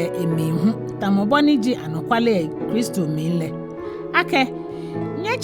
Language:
Ga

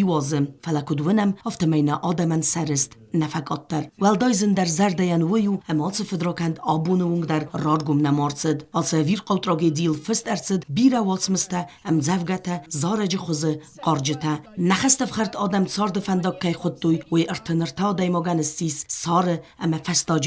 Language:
Ossetic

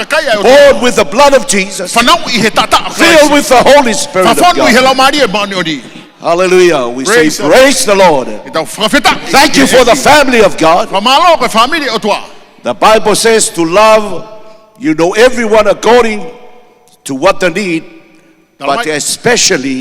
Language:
Tongan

